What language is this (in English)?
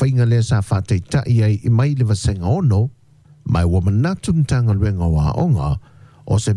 Samoan